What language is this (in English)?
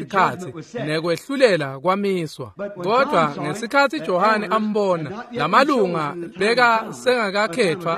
Swati